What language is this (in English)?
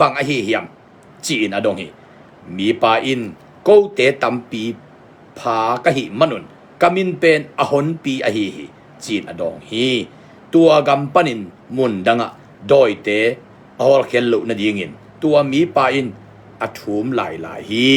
Tedim Chin